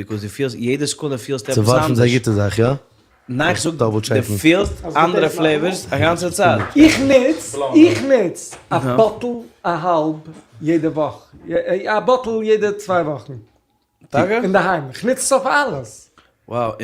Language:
Yiddish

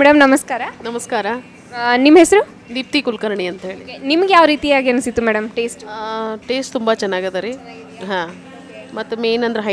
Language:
Kannada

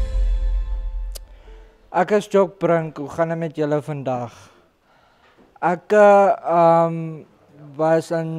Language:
Afrikaans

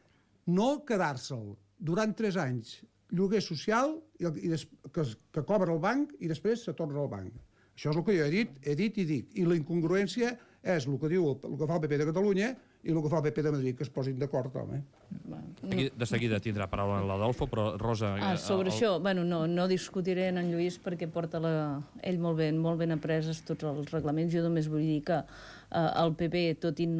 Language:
Catalan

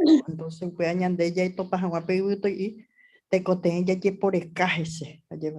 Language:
Guarani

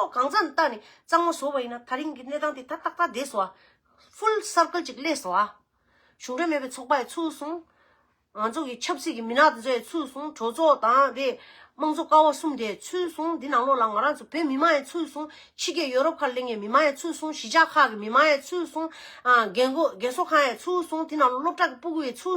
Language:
Tibetan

